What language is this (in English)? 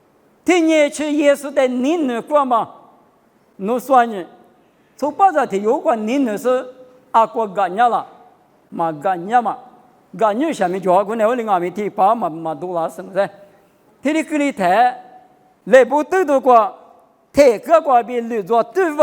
Lisu